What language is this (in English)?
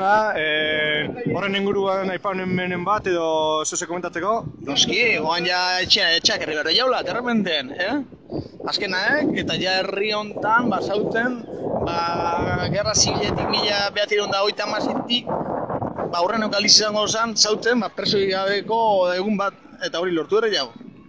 Basque